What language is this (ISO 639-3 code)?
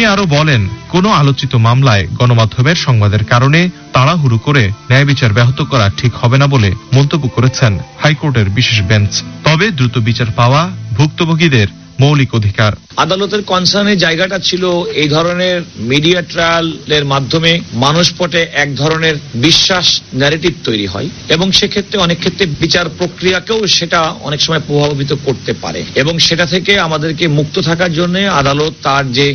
ben